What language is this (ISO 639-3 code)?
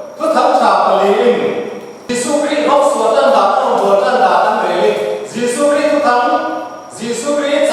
cfm